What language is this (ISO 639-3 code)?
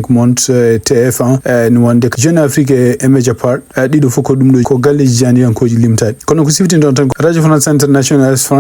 ful